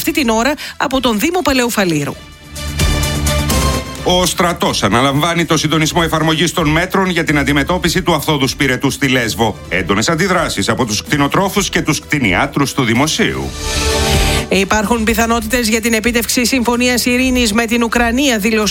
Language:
Greek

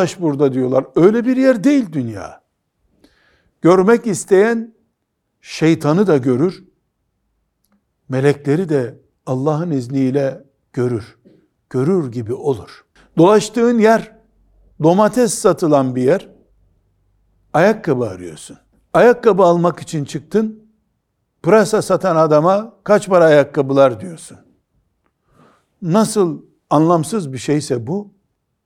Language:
Turkish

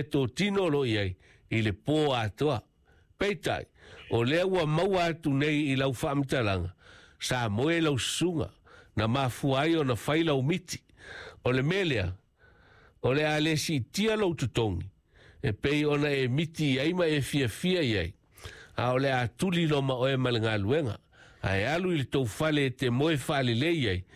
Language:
Samoan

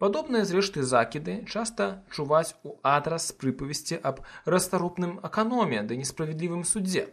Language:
Belarusian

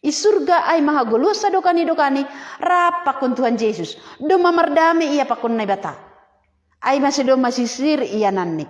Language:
Batak Simalungun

